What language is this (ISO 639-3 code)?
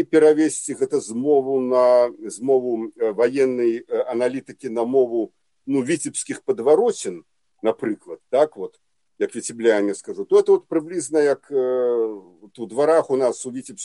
bel